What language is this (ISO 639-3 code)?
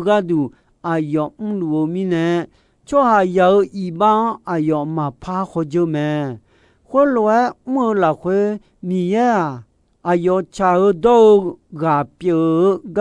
ahk